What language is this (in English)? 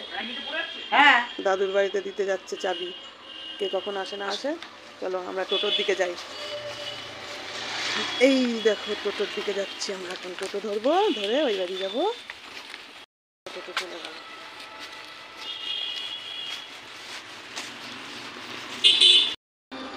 Bangla